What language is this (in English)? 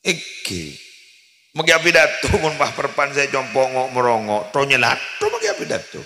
Madurese